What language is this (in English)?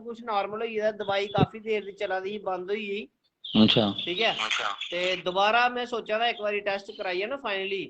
Dogri